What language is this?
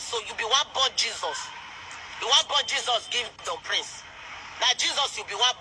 Nigerian Pidgin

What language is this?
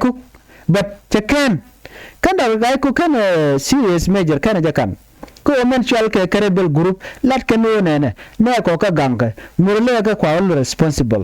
Nuer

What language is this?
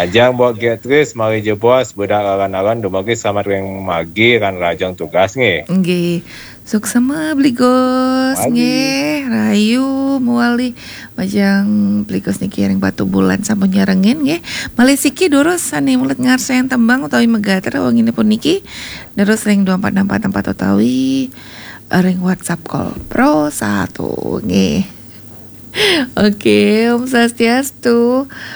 Balinese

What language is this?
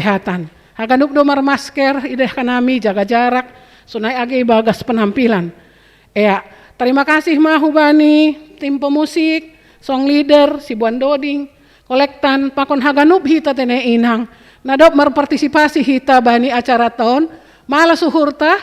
Batak Simalungun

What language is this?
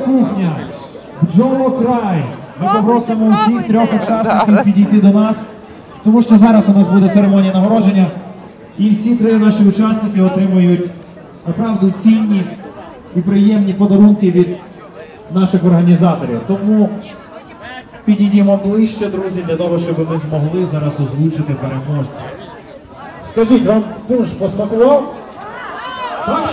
Ukrainian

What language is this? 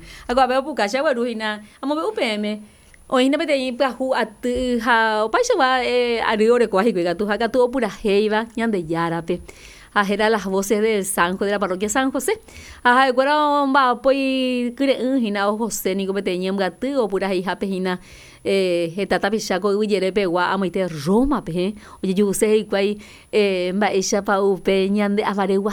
Guarani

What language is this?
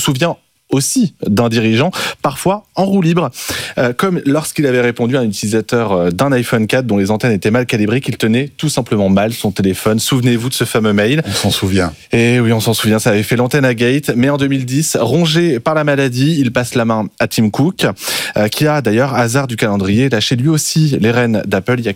French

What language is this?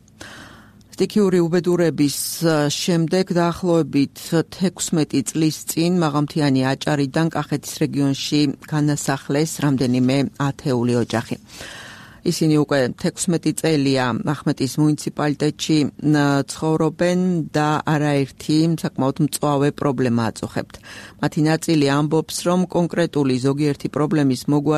Georgian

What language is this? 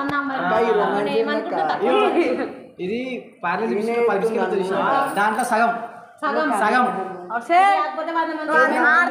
Telugu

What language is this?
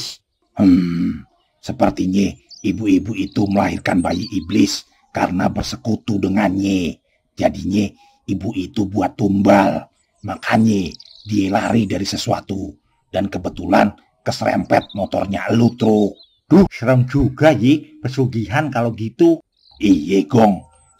Betawi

